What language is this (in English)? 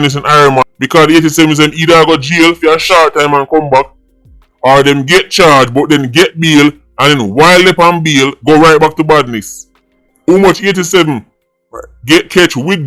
Jamaican Creole English